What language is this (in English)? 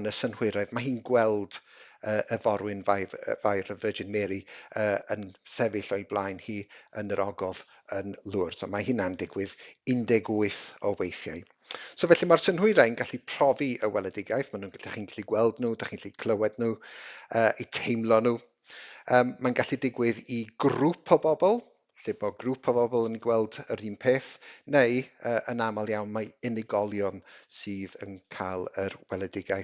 Welsh